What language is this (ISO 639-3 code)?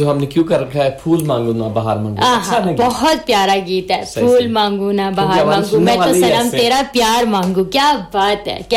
hin